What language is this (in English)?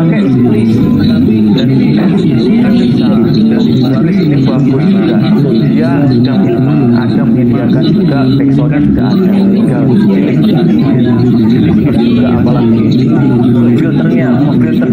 Indonesian